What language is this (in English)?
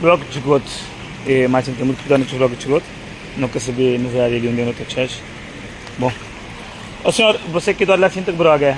Kabuverdianu